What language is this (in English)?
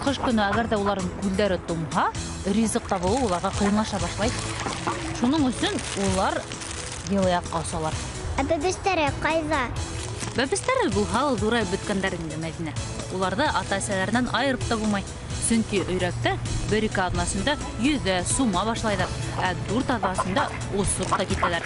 Bashkir